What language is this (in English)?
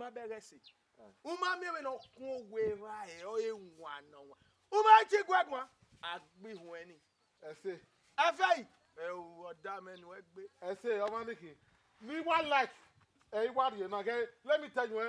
Bini